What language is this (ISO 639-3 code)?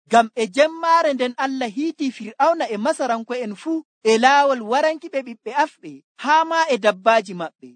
fuv